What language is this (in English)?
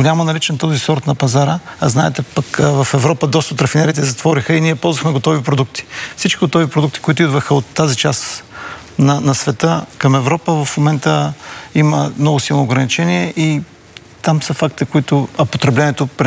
Bulgarian